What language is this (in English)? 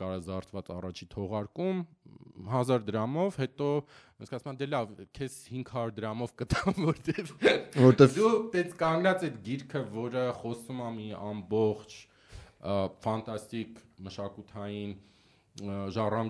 Armenian